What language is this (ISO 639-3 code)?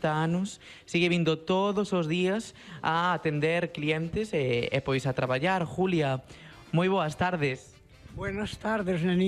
glg